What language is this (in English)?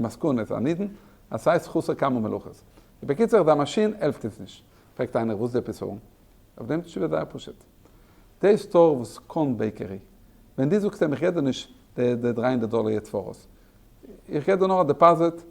Yiddish